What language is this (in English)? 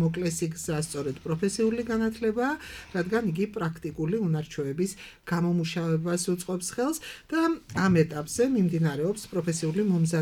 Georgian